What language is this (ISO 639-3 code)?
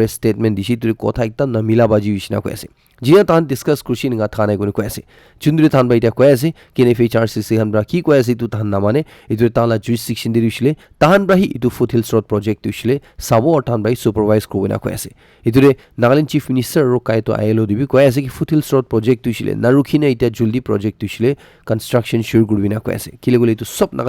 nag